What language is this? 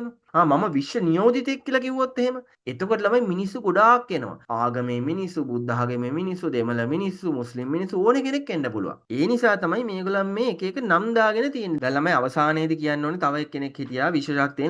Sinhala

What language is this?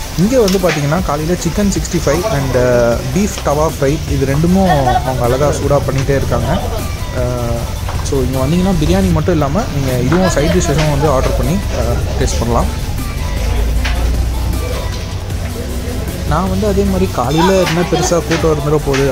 Tamil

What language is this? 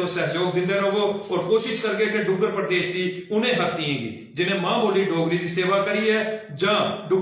Dogri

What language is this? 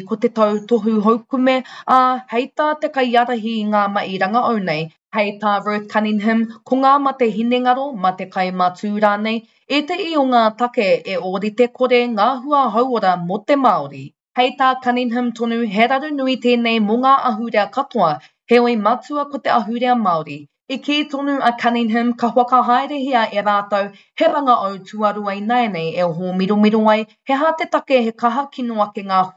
Māori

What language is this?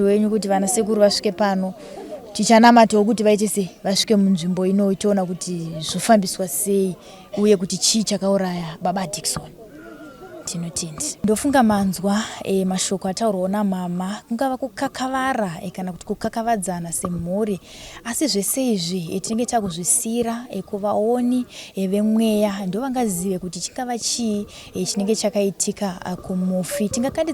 Shona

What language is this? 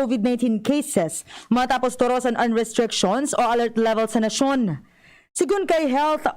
Bikol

